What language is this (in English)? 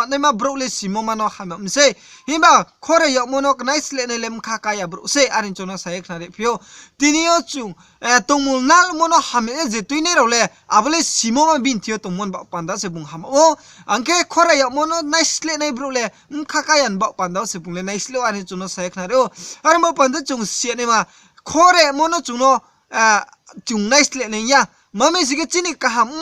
Riang (India)